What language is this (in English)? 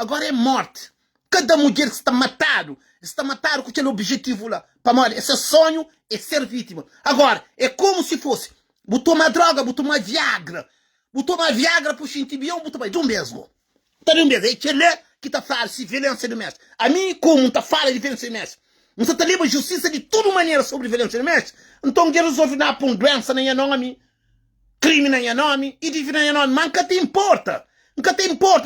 Kabuverdianu